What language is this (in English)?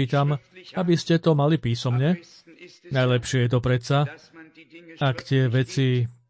Slovak